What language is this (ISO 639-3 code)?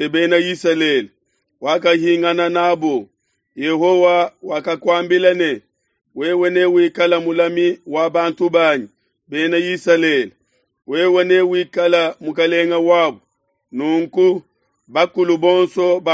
lua